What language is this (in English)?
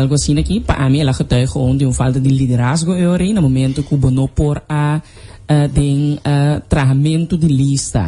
Papiamento